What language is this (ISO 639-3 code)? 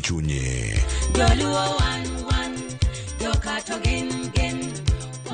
luo